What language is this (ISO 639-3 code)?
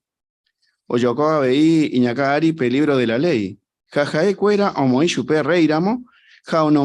grn